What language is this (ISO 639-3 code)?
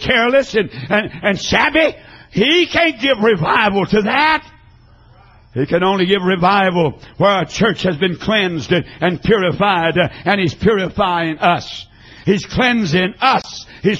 eng